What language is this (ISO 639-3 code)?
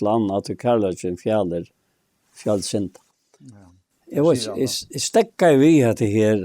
fao